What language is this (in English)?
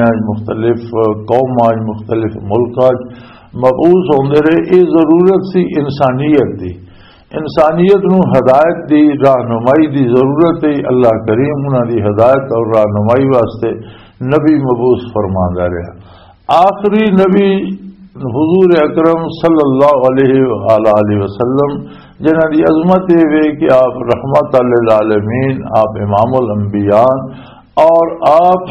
Western Panjabi